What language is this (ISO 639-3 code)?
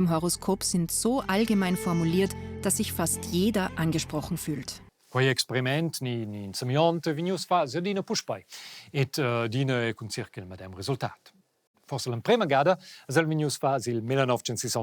roh